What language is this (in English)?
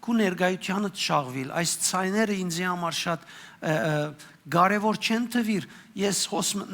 Western Armenian